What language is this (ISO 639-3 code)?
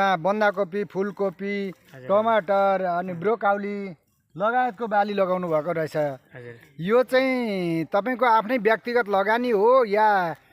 nep